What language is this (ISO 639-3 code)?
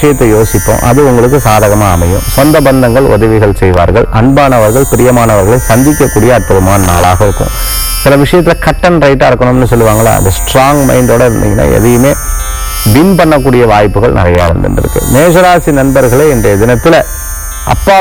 tam